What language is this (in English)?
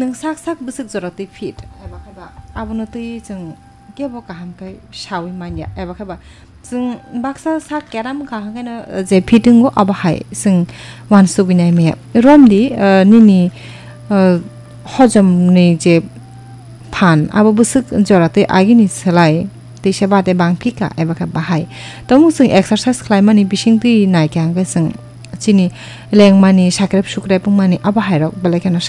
Kok Borok